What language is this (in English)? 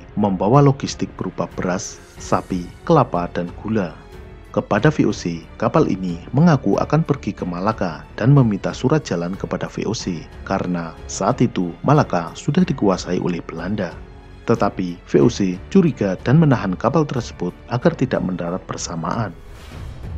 Indonesian